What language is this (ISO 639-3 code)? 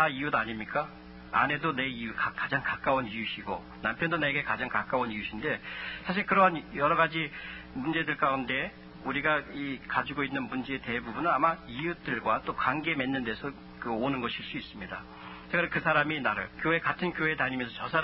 kor